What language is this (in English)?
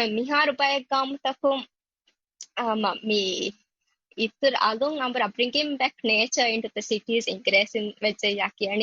Divehi